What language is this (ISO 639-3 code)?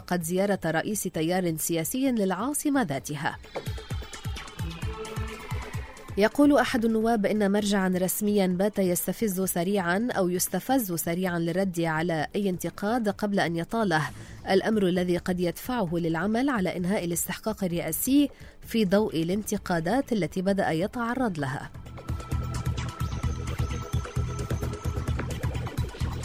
ara